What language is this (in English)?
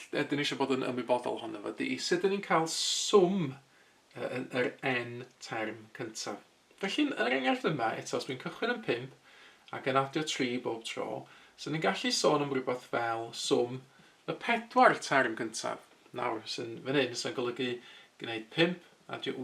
Welsh